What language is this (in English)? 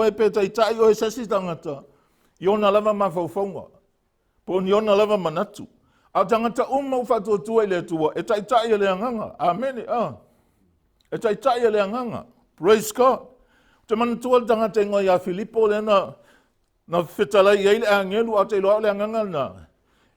Samoan